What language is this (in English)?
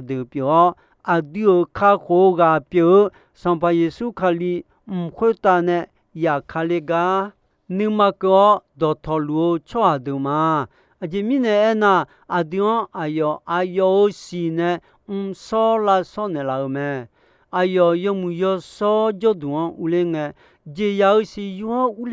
Akha